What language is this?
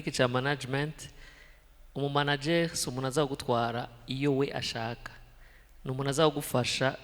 Rundi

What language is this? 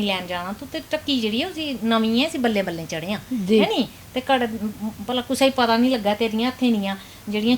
Dogri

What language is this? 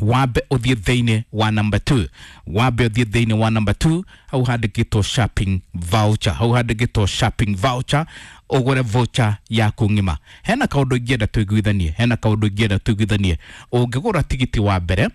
Kikuyu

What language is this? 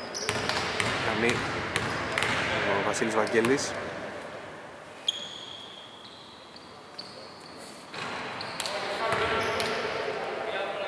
Greek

